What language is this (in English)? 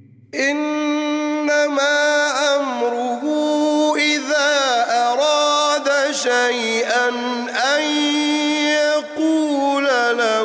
Arabic